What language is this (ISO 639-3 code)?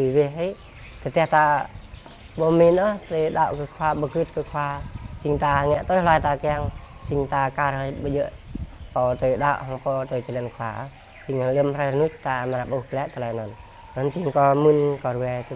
jra